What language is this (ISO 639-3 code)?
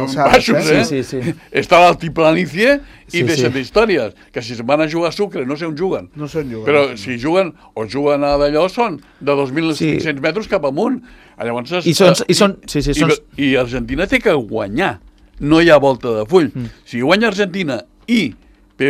cat